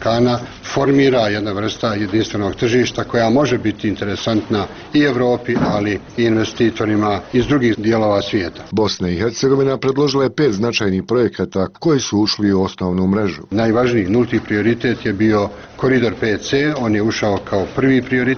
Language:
Bosnian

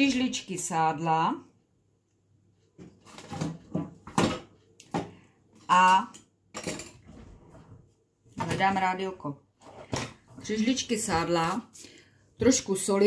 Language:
Czech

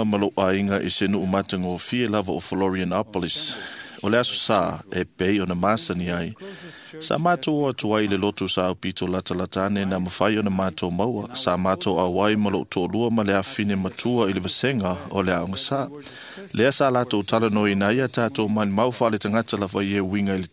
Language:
Samoan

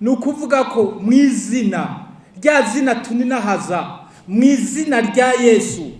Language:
Rundi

